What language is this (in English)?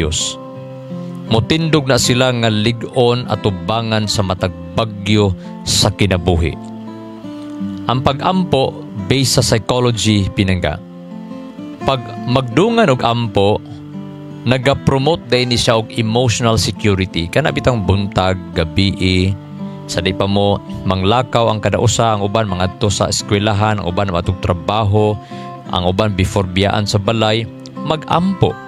Cebuano